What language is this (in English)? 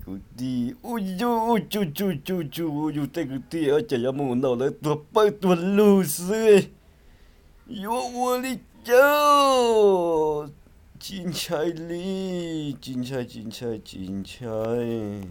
Hmong